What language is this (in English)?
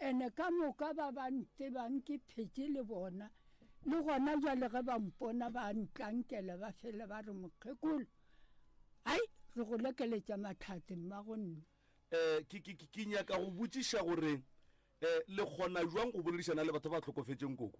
Northern Sotho